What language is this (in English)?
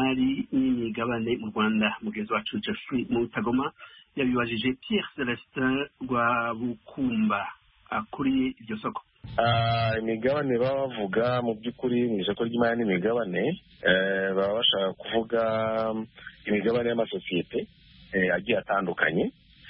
Kinyarwanda